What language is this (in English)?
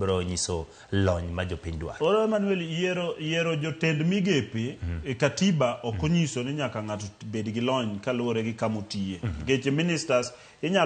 Luo (Kenya and Tanzania)